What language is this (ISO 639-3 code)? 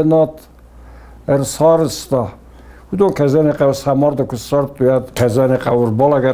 oss